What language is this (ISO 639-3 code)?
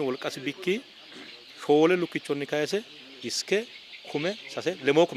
sid